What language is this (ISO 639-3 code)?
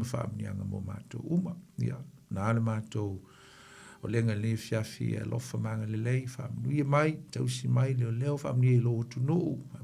smo